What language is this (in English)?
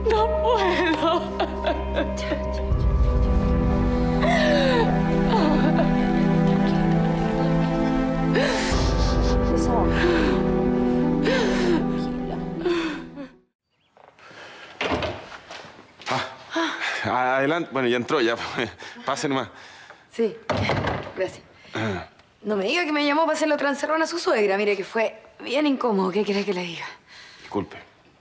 Spanish